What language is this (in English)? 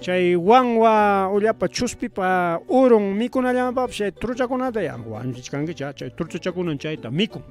Ayacucho Quechua